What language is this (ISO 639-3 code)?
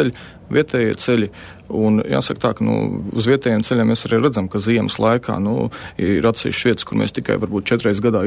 lav